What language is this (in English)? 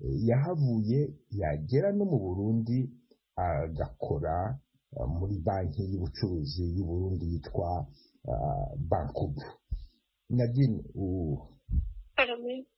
Kinyarwanda